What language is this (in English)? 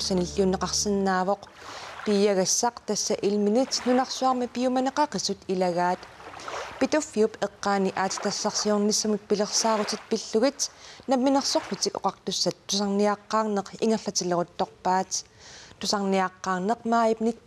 Kalaallisut